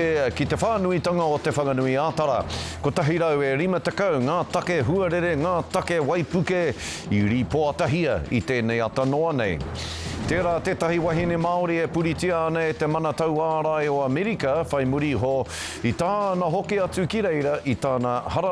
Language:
Māori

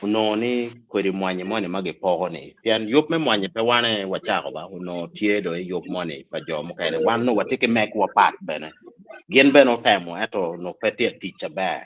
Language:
Acoli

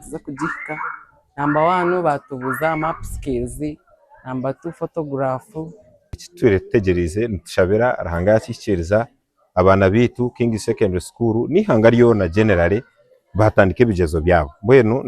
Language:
Nyankole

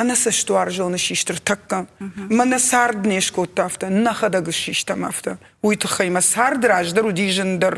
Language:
Ossetic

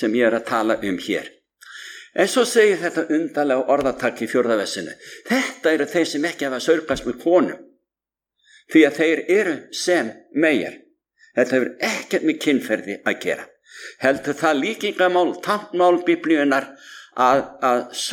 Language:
Icelandic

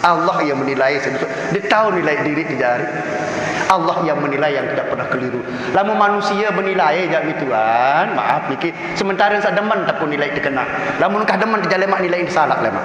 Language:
Sasak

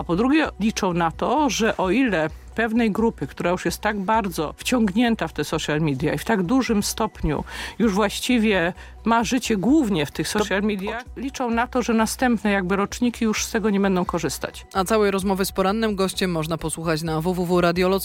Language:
Polish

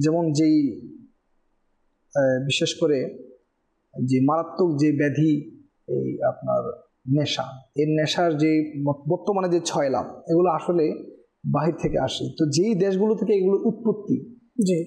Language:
Bangla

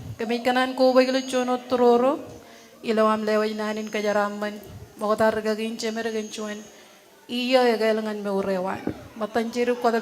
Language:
Marshallese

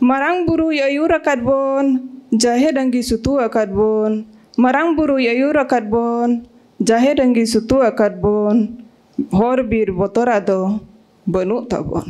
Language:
Santali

